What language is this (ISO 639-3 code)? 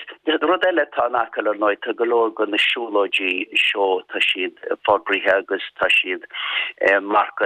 gle